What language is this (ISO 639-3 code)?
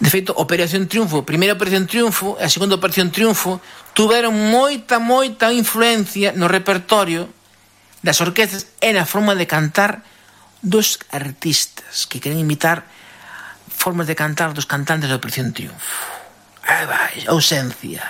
glg